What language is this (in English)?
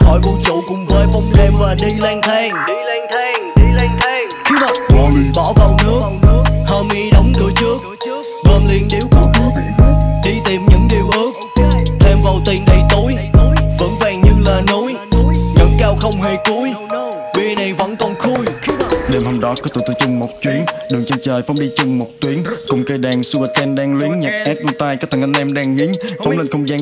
Vietnamese